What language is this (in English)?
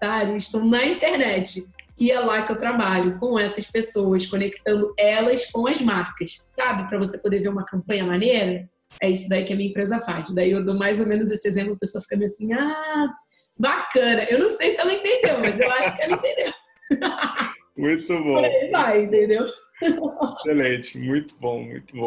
Portuguese